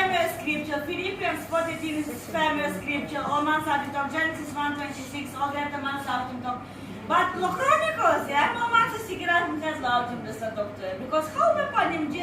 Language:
Tok Pisin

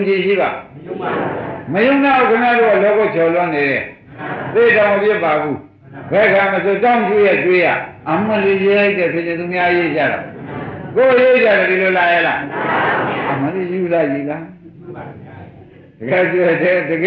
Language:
Burmese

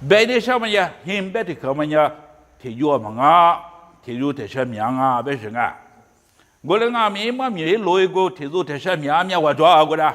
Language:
Lisu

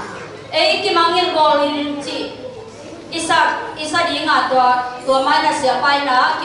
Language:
Tedim Chin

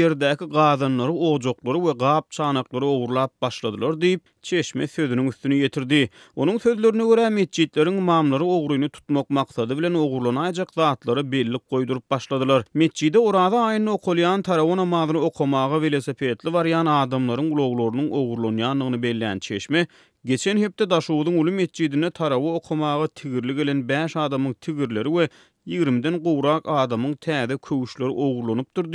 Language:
Turkmen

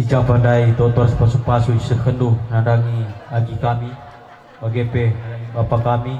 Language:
Batak Karo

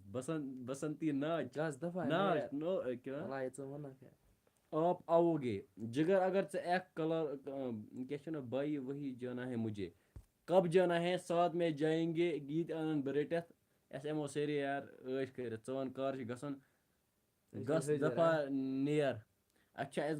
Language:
Kashmiri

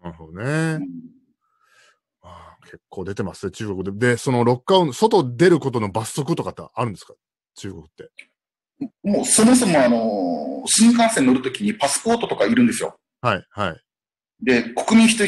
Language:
Japanese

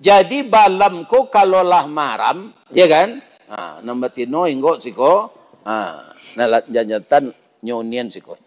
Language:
Minangkabau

